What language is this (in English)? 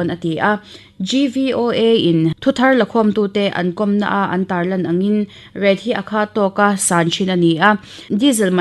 Mizo